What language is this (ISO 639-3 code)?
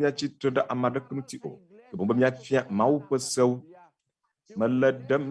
ewe